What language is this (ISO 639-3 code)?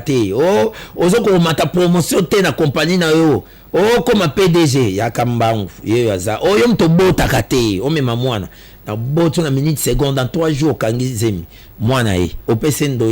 lin